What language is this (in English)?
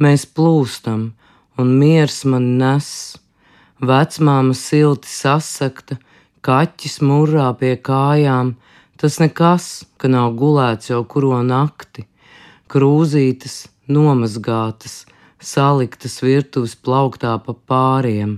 Latvian